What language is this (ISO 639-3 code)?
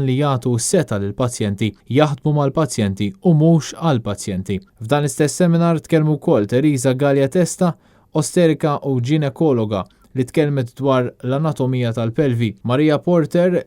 mlt